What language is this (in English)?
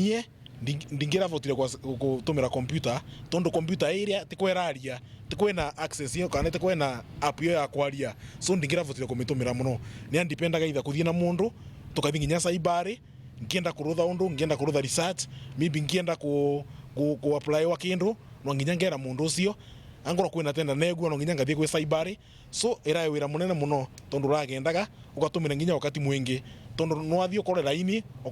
Meru